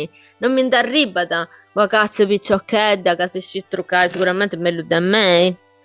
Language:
Sardinian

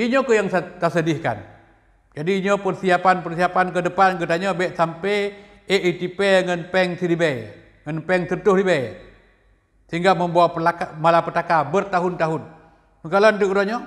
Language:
Achinese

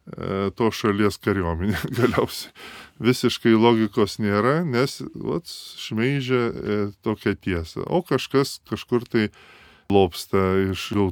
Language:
Lithuanian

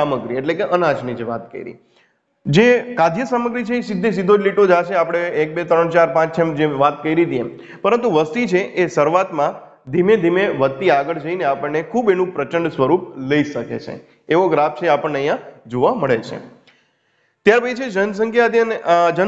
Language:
Gujarati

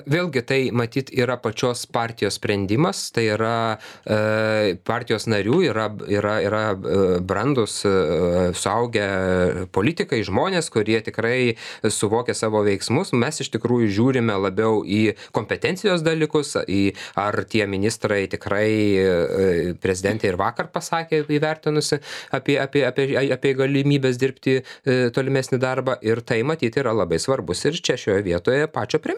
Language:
Lithuanian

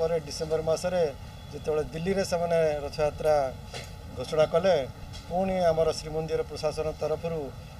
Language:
Odia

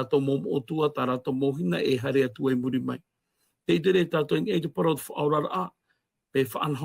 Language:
Tahitian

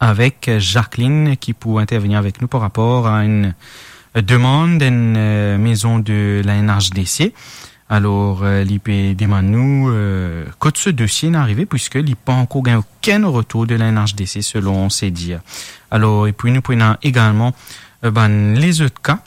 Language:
Morisyen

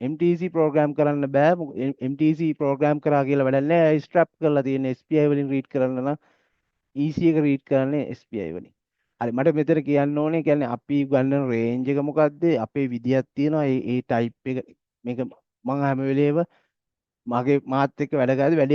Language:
Sinhala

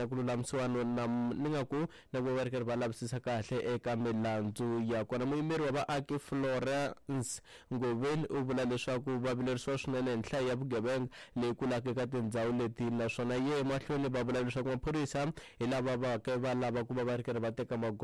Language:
Tsonga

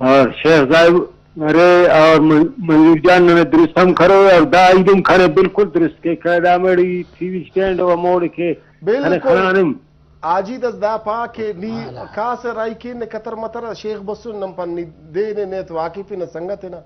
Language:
Brahui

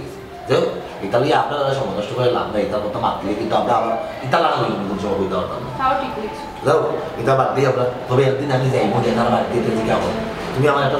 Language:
Sylheti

